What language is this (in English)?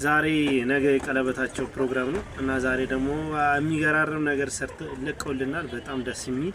Amharic